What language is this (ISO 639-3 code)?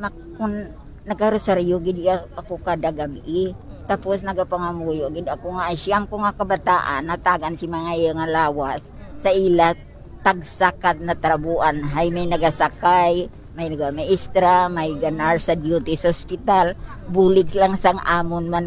hil